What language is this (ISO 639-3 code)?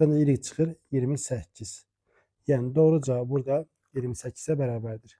aze